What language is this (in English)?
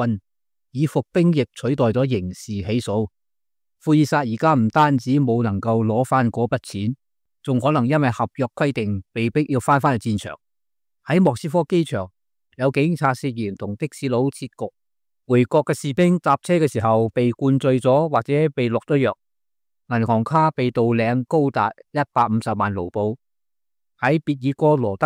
Cantonese